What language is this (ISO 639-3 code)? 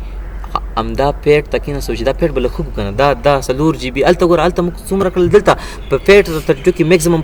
pus